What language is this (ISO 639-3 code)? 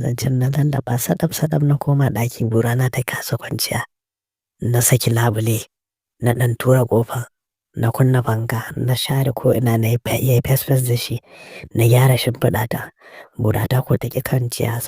hau